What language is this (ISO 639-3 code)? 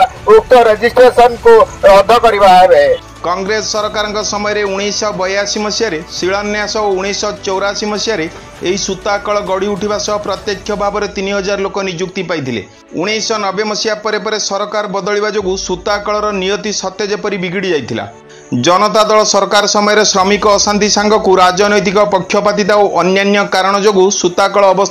ori